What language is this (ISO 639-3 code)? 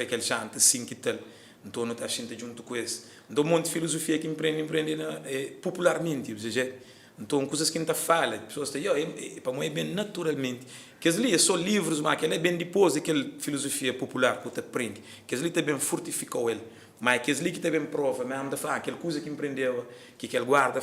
kea